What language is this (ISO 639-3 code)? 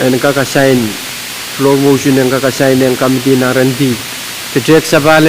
pon